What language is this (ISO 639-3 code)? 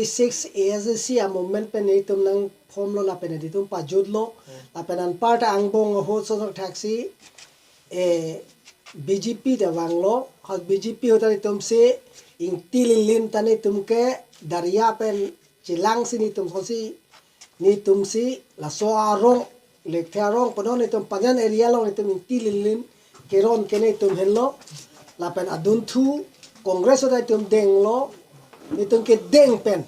mjw